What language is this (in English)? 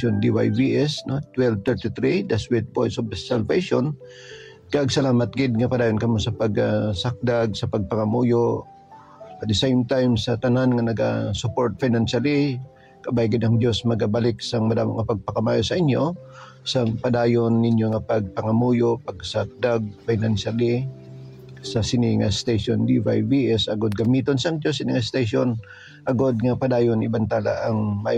Hiligaynon